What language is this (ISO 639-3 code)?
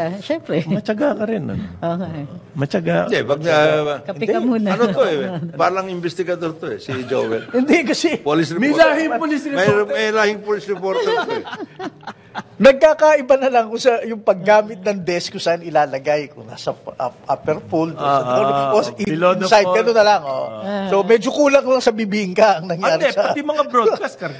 fil